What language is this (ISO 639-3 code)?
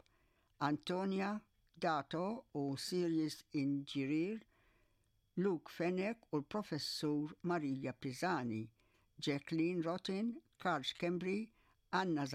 mlt